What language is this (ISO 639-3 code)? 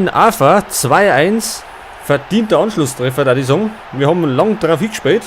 bar